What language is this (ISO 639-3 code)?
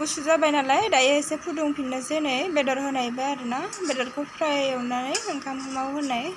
brx